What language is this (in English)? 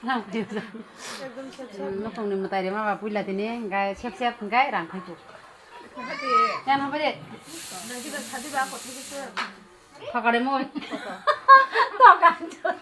Kok Borok